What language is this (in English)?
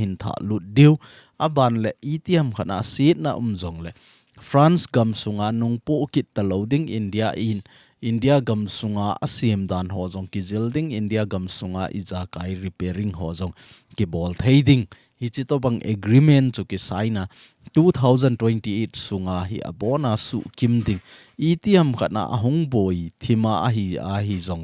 Thado Chin